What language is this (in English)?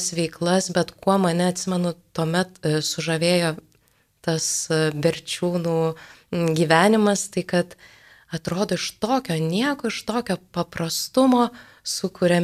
Lithuanian